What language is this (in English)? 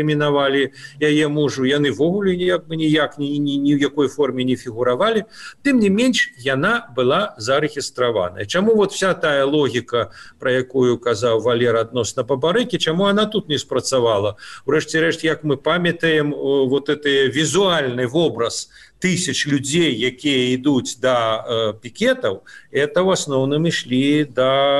Belarusian